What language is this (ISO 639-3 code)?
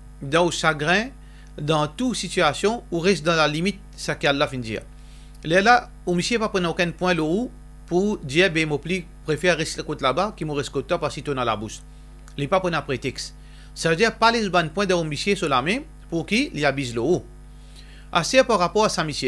mfe